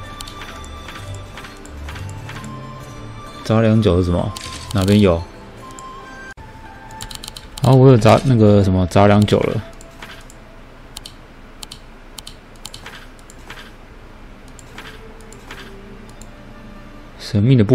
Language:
Chinese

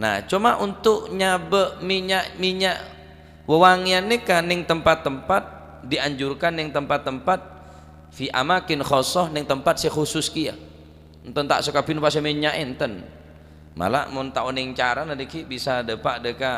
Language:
Madurese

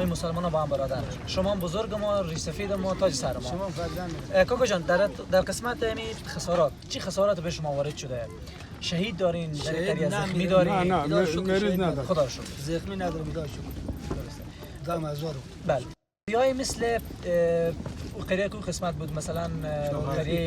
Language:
Persian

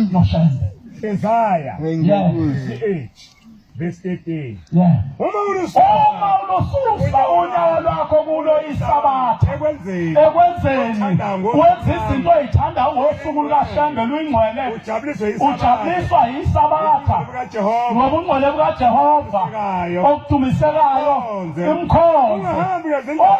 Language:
Zulu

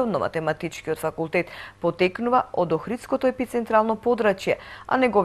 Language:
Macedonian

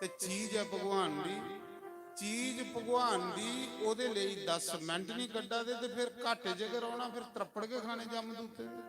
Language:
Dogri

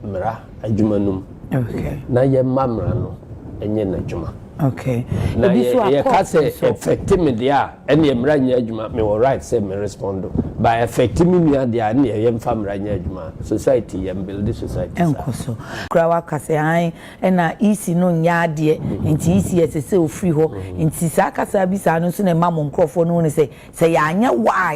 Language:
Akan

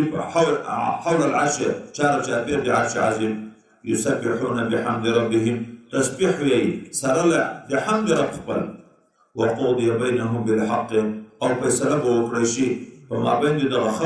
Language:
Pashto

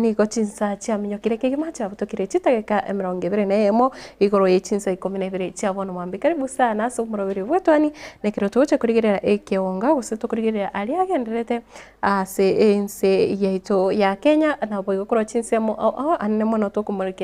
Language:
Gusii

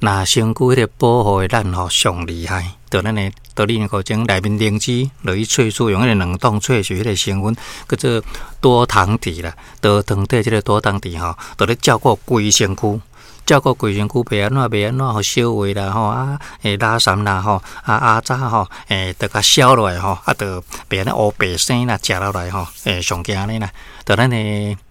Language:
Min Nan Chinese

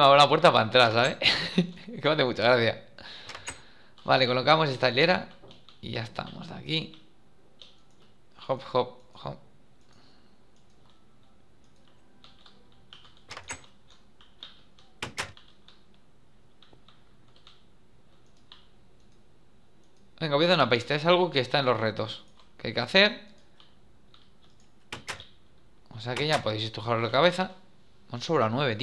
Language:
Spanish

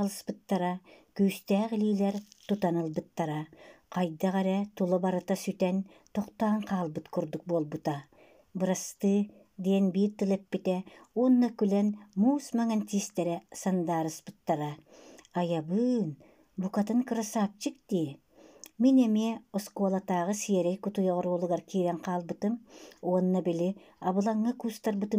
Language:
Yakut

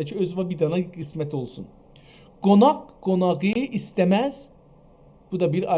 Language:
South Azerbaijani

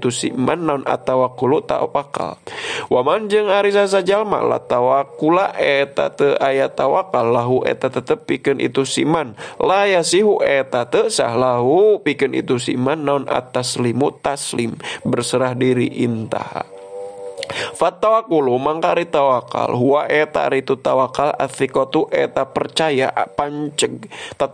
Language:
Sundanese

